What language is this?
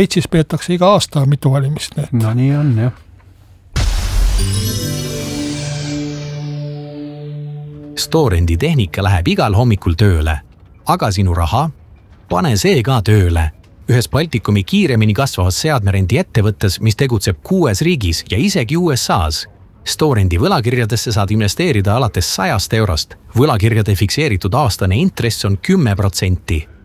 Estonian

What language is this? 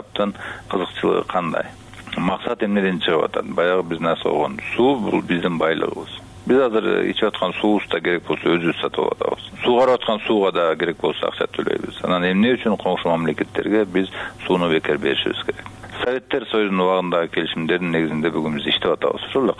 Kyrgyz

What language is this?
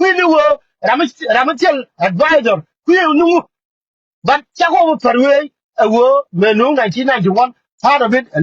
Nuer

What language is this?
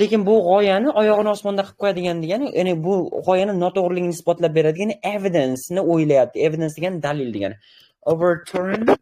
Uzbek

